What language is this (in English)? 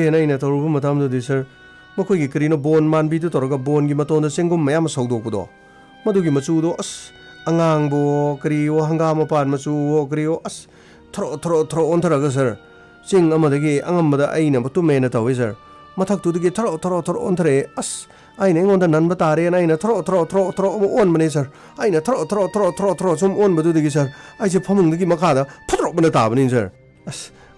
Manipuri